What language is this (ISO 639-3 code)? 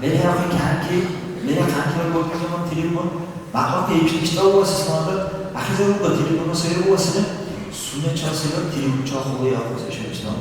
dar